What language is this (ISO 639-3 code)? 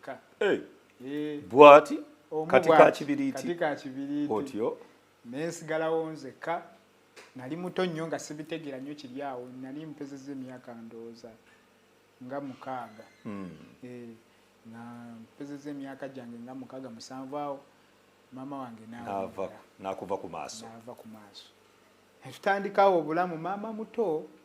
lug